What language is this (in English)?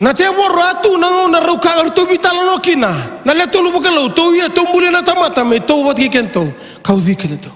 Fijian